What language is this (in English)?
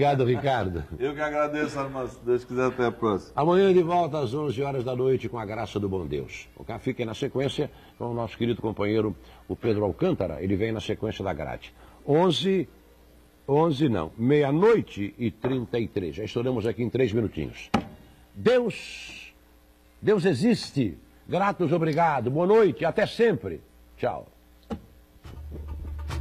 Portuguese